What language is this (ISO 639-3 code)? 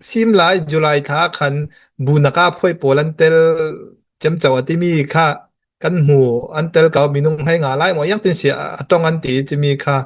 cnh